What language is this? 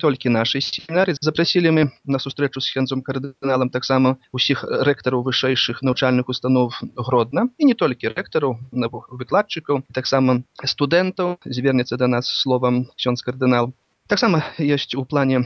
Belarusian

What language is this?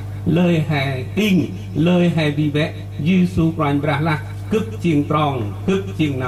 Central Mnong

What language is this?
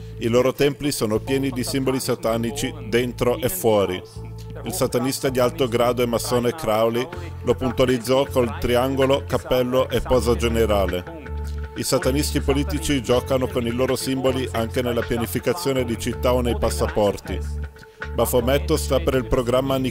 Italian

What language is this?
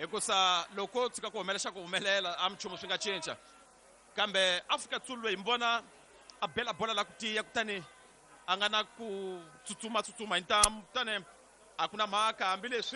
Tsonga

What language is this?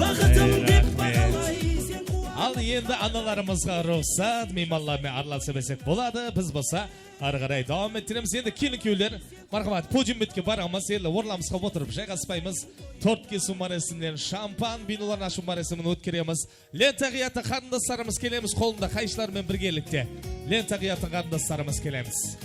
Kara-Kalpak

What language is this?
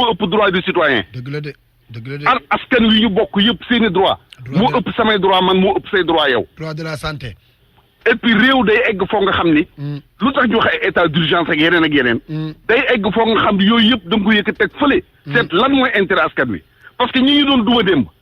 Wolof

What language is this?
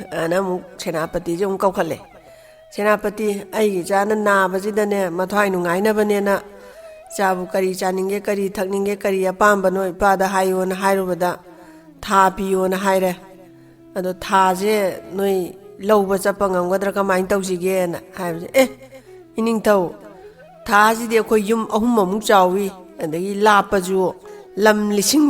Manipuri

